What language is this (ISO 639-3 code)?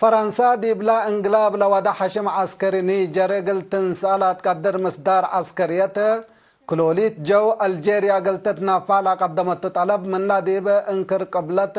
tig